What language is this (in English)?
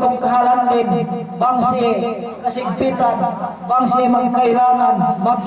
Yakan